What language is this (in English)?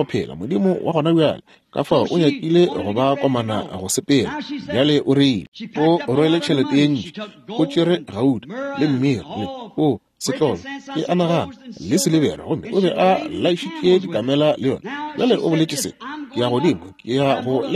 Northern Sotho